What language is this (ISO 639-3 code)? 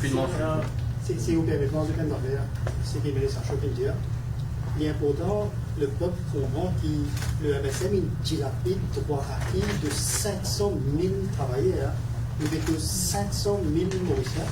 mfe